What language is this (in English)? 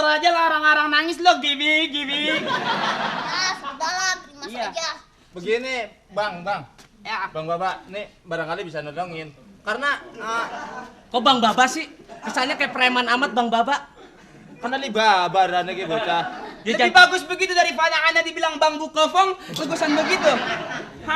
Betawi